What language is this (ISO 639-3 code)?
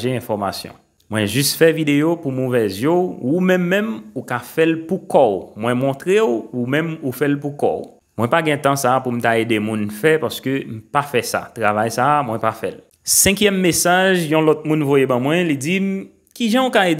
hat